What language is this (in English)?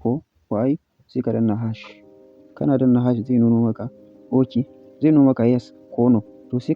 Hausa